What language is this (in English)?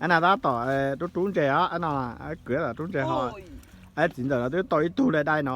Hmong